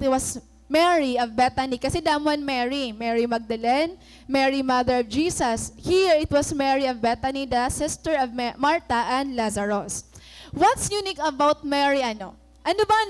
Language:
Waray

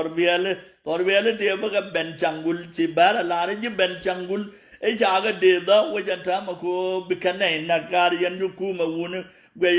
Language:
Nuer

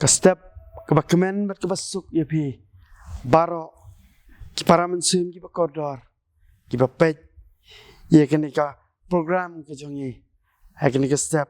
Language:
Khasi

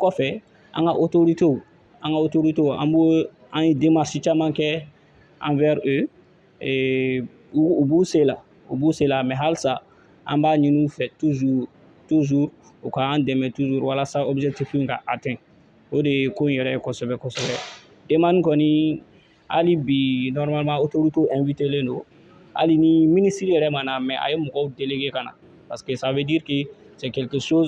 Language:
Bambara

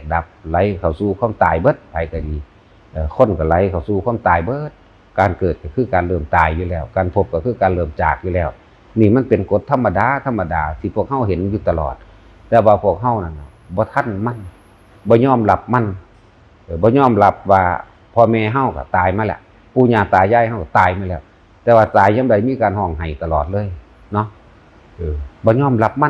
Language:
Northeastern Thai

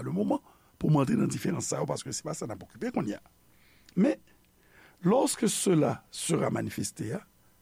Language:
Haitian Creole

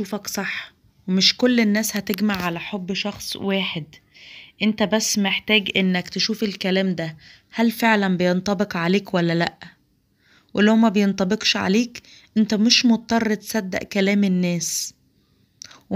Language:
Egyptian Arabic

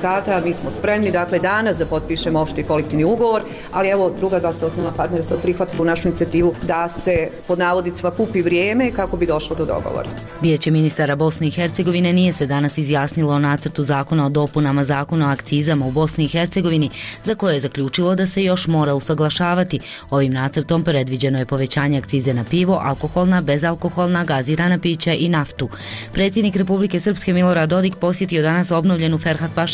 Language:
Bosnian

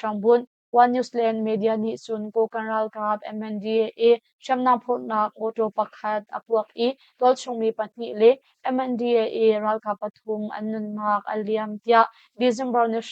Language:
Hakha Chin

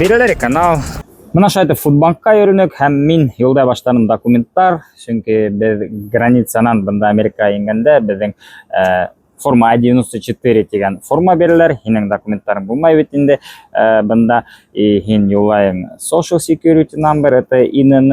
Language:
Bashkir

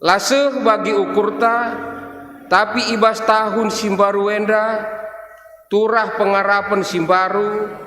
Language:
Batak Karo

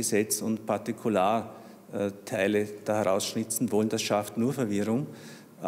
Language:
German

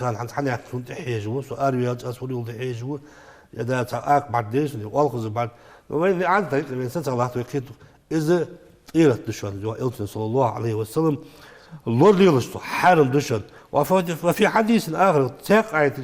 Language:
Ingush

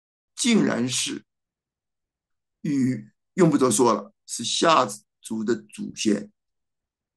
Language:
Chinese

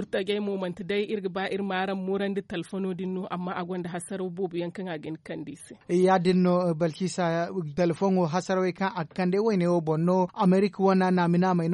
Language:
Zarma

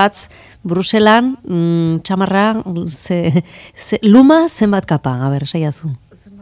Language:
Basque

